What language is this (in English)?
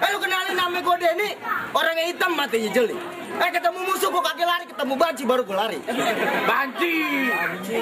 Betawi